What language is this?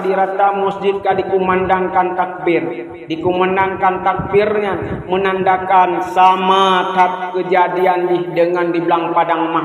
Achinese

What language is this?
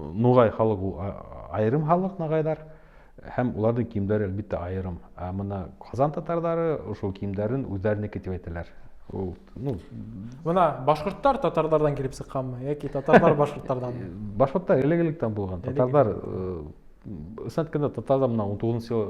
Bashkir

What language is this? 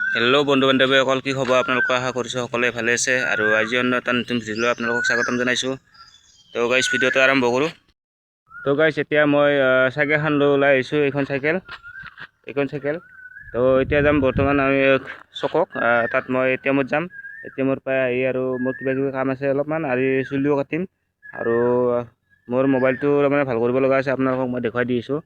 Assamese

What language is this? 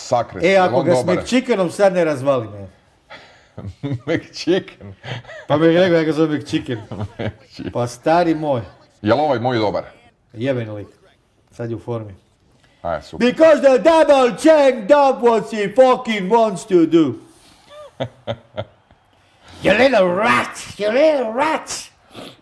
Croatian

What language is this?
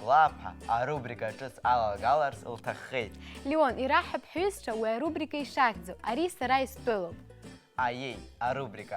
Abkhazian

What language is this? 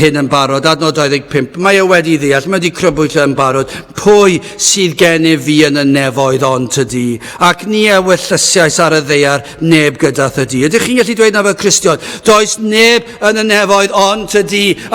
Welsh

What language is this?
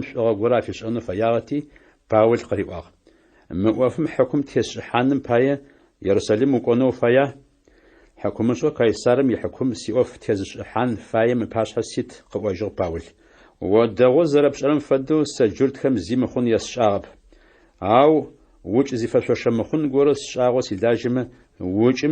Adyghe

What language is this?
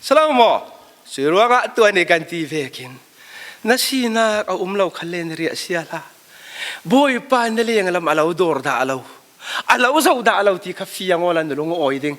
Falam Chin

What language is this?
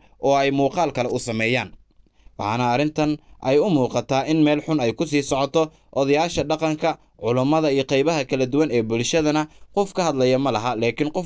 Somali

